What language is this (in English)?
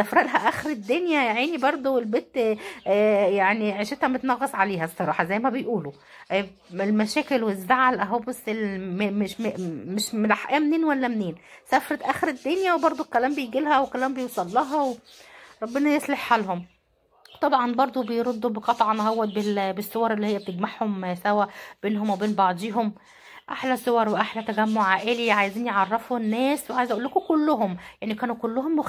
Egyptian Arabic